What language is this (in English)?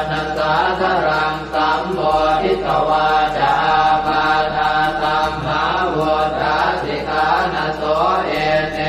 Pali